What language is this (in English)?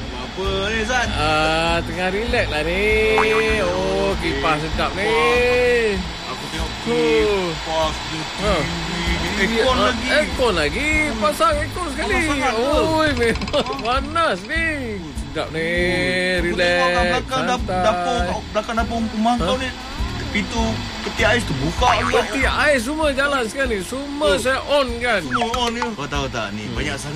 Malay